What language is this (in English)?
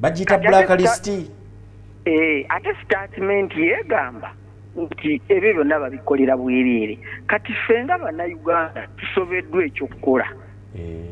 Ganda